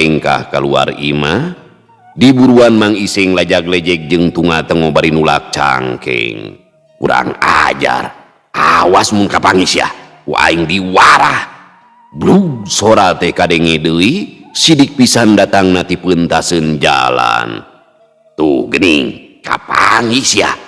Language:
Sundanese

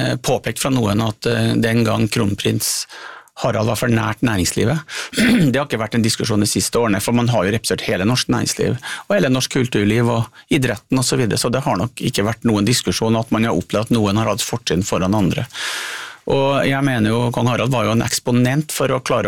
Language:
Norwegian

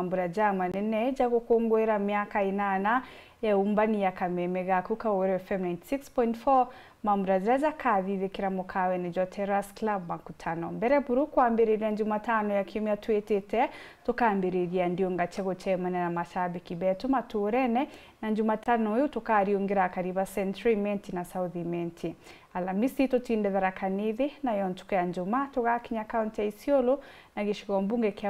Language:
Meru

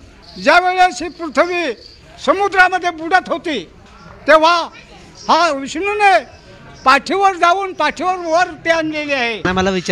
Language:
Marathi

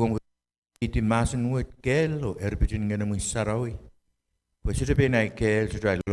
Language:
Pohnpeian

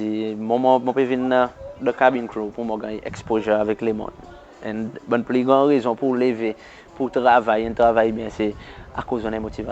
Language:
Seselwa Creole French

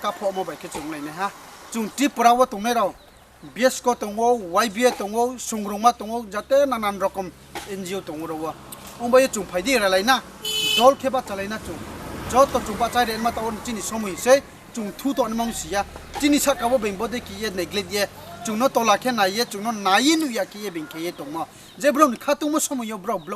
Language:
Riang (India)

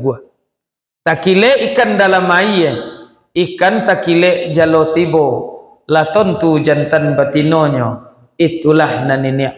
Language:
Minangkabau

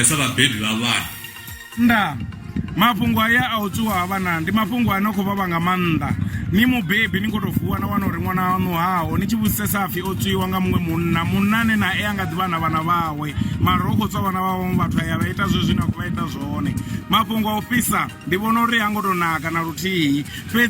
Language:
Venda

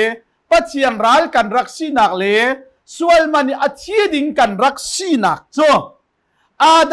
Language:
Hakha Chin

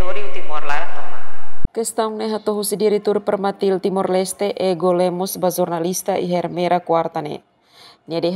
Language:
Tetum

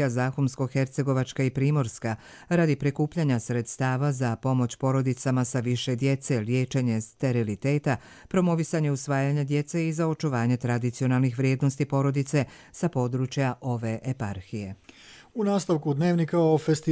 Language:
Croatian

